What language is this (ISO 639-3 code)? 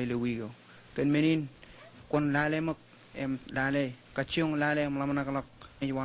mah